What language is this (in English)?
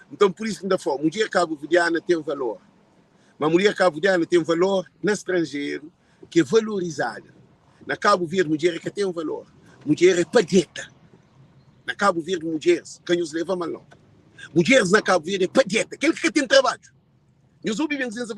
Kabuverdianu